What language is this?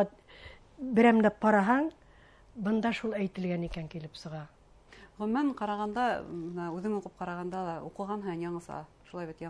Bashkir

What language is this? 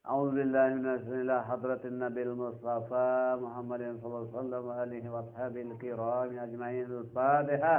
Sasak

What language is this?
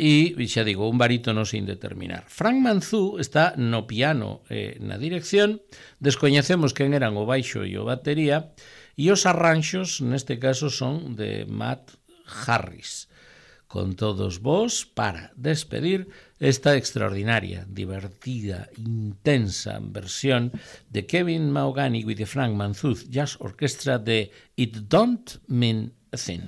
Galician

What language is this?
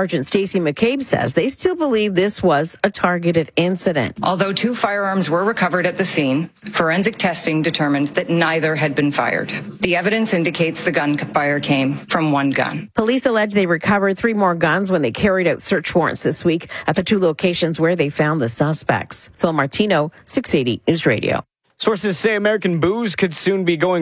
English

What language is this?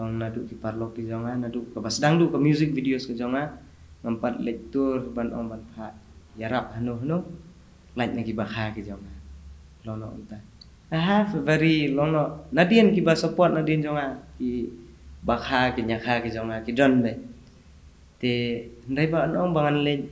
Khasi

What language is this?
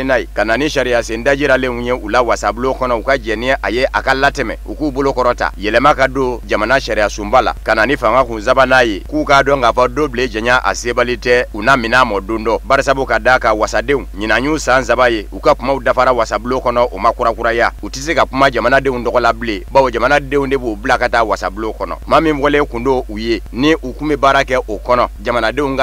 Bambara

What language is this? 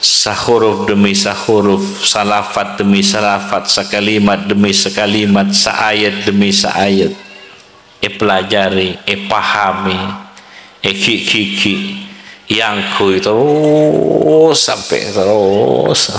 Madurese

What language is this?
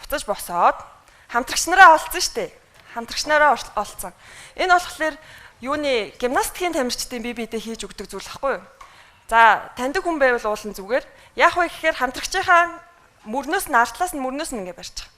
Mongolian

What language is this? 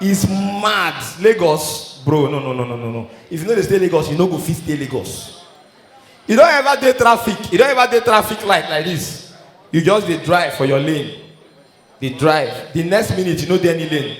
Nigerian Pidgin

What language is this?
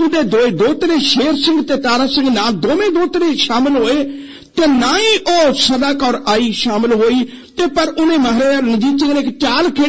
Punjabi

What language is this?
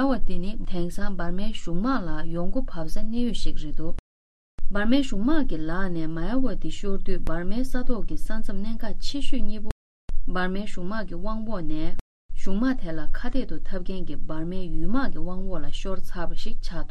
Tibetan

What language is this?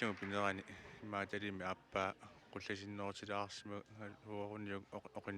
Kalaallisut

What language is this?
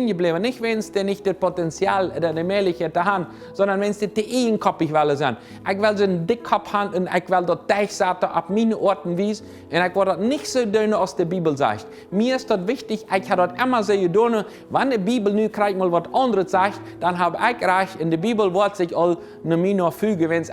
Plautdietsch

